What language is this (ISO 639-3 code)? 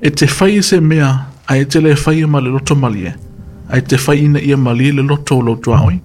smo